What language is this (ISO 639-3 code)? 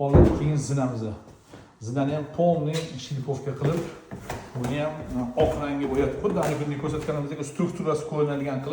uzb